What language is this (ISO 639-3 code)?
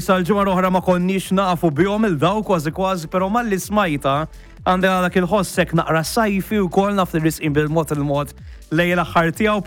mlt